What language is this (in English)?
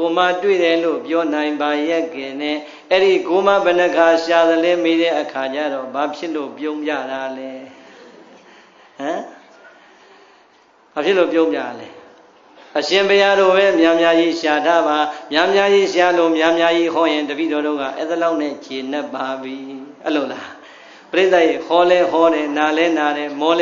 Burmese